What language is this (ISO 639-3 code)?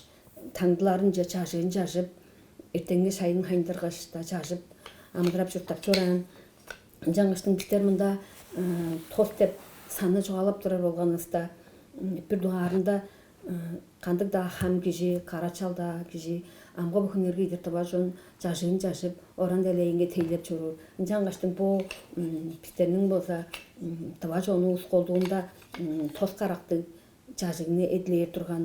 tyv